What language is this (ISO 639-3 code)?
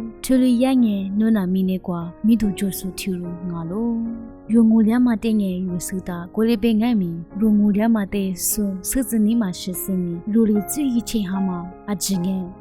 lis